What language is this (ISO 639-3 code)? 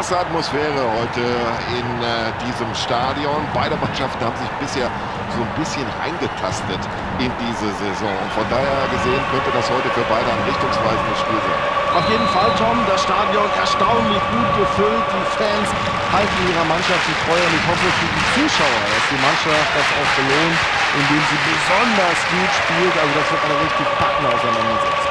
bar